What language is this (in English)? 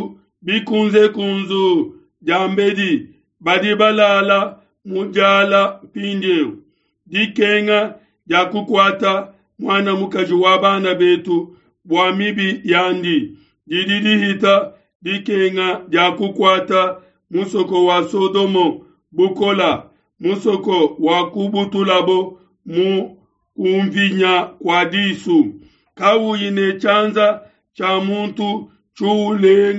Luba-Lulua